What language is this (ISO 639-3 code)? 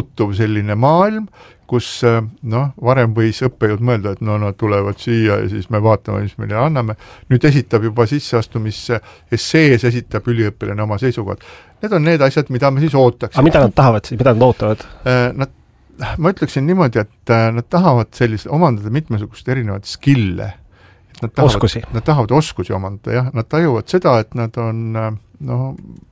est